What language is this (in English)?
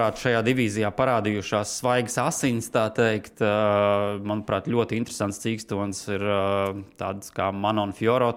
Latvian